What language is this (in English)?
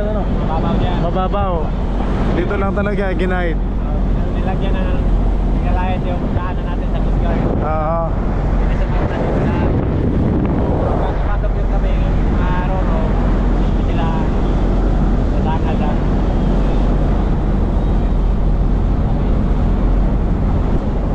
Filipino